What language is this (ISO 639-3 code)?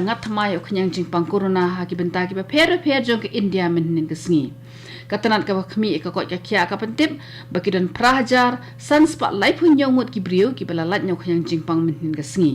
kha